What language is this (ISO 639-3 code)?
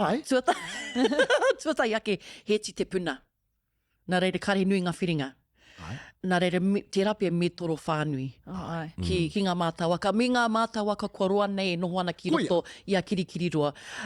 mri